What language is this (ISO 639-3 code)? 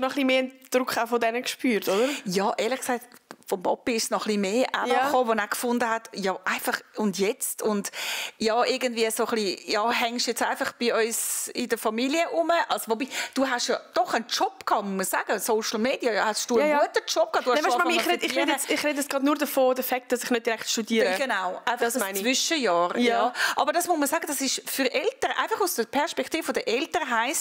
gsw